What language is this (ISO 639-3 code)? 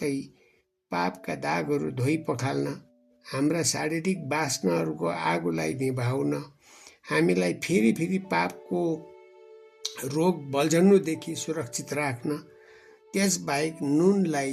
nep